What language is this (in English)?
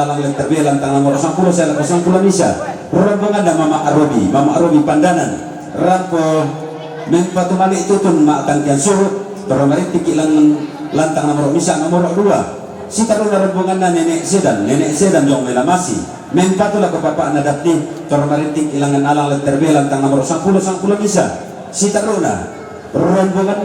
Toraja-Sa'dan